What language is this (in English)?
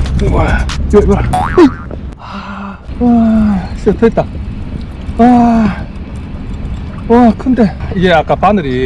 Korean